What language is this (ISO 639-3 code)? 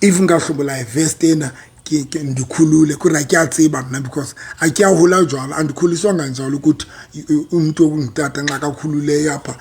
sot